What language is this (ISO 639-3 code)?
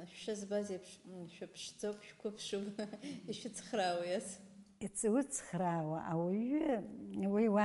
abk